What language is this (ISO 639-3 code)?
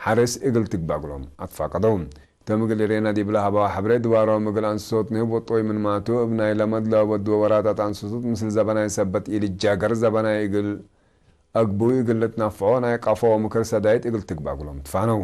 tig